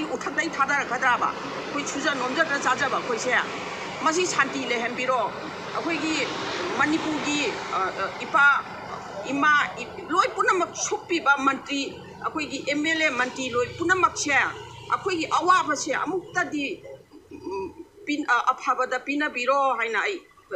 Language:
Manipuri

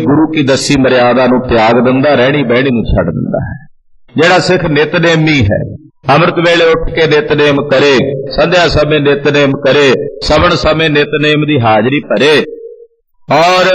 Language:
Punjabi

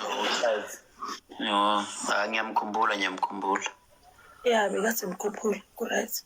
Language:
Zulu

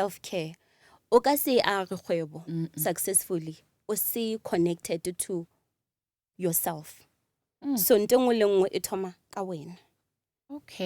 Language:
Northern Sotho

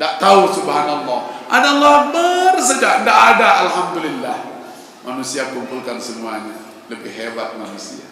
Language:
Sasak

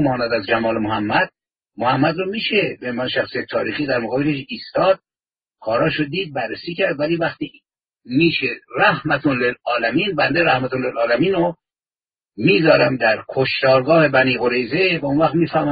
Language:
Persian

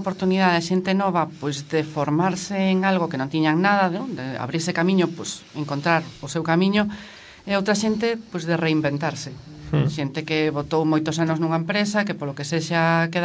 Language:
Galician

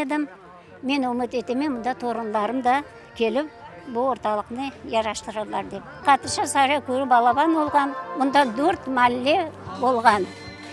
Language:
Crimean Tatar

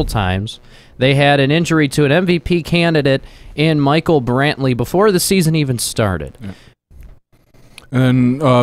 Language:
English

